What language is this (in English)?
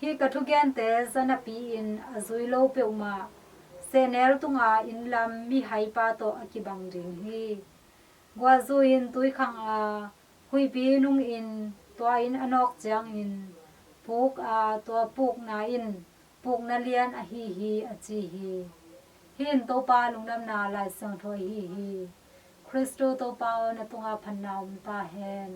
Tedim Chin